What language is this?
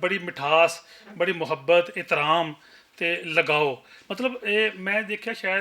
Western Panjabi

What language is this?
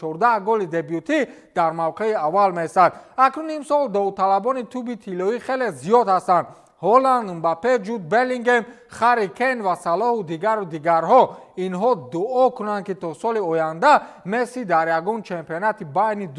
Tajik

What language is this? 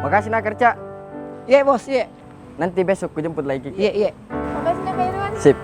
Makassar Malay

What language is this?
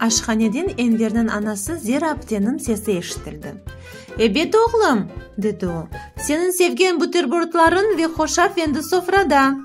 Crimean Tatar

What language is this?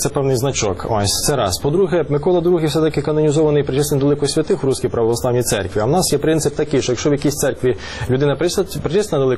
Ukrainian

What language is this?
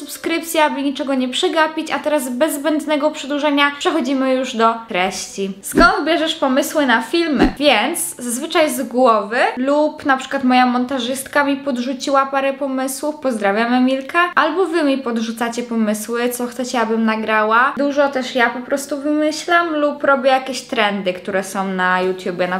Polish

